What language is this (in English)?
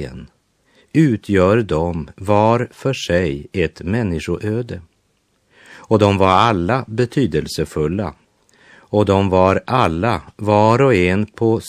Swedish